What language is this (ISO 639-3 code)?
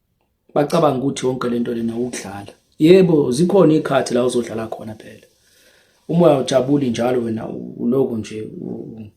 zul